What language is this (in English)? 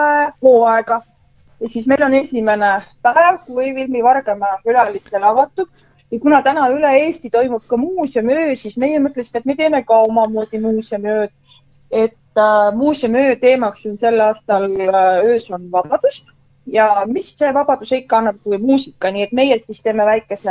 Estonian